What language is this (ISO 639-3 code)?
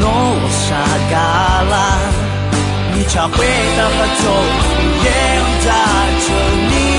ahk